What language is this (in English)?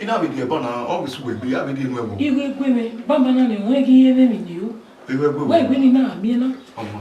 Bini